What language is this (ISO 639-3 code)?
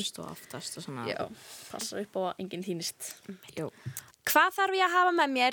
isl